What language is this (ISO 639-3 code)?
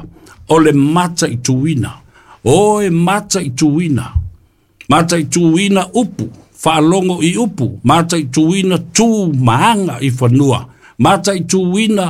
smo